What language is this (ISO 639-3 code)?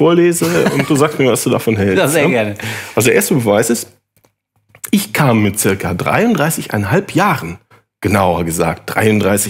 deu